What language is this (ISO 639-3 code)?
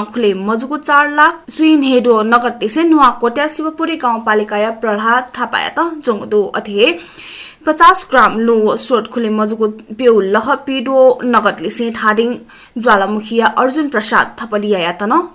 new